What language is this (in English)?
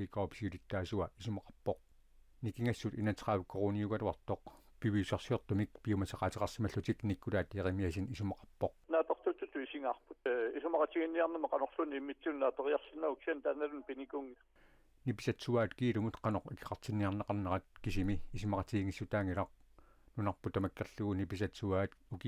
Kalaallisut